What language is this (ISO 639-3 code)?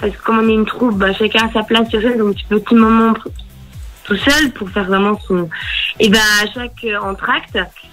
fra